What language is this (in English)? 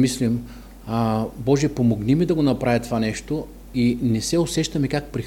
Bulgarian